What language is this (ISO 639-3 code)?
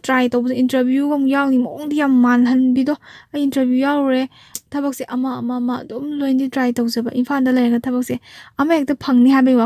mni